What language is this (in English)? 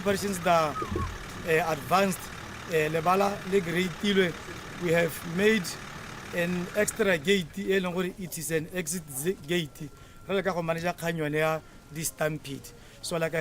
Tswana